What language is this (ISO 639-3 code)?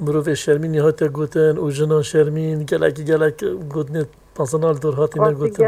kur